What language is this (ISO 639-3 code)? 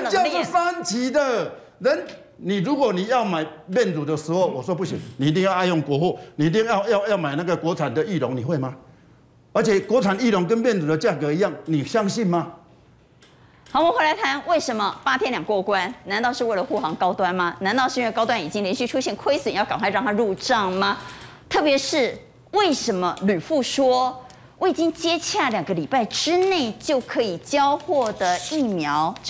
zho